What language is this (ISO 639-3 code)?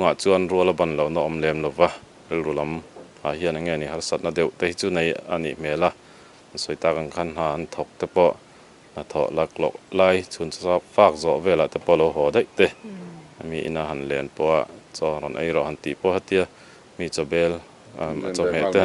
lus